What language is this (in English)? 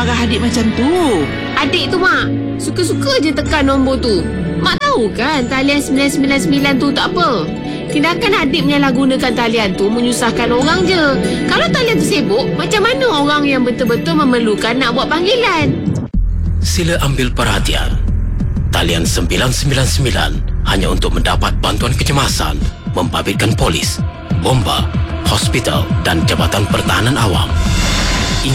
Malay